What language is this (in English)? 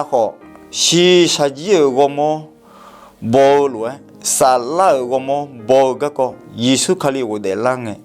Akha